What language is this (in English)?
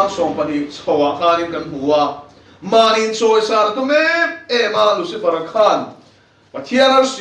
Mizo